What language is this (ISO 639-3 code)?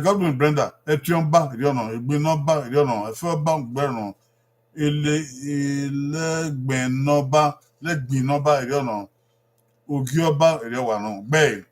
bin